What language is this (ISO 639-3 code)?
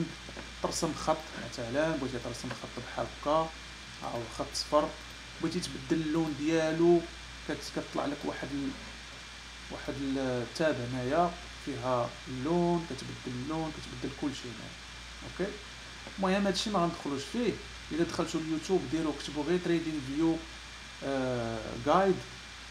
ary